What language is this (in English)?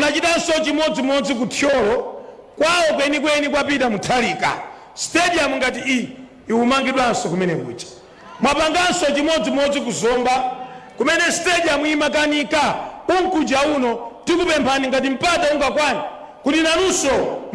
Nyanja